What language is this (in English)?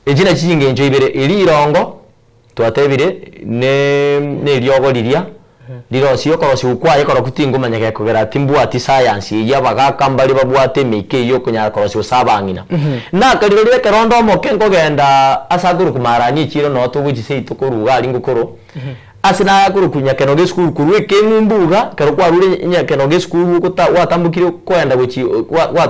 Gusii